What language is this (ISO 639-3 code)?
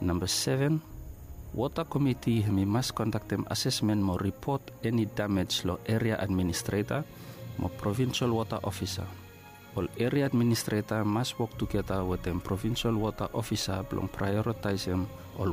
bis